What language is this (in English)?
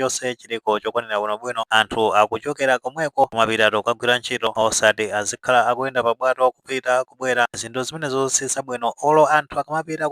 Nyanja